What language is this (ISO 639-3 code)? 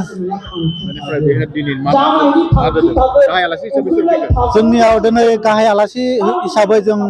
brx